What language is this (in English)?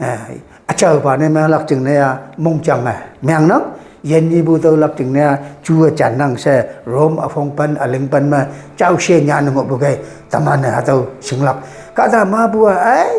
Konyak Naga